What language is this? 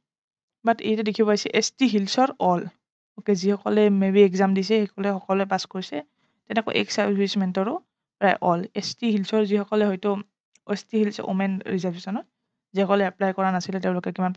Assamese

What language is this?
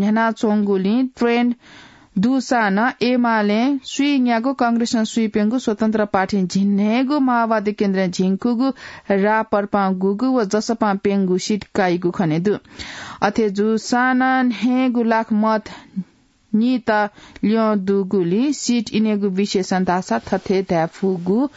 Newari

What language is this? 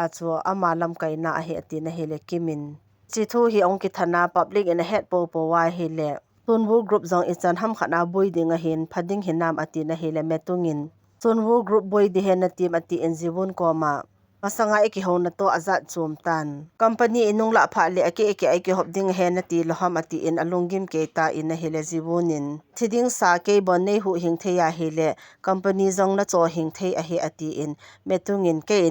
Thado Chin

